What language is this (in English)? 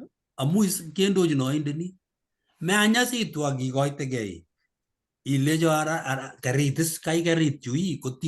Kalenjin